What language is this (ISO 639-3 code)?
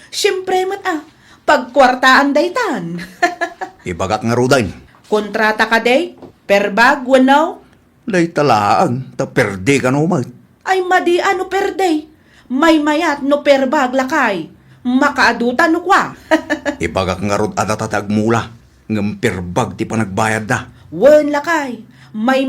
ilo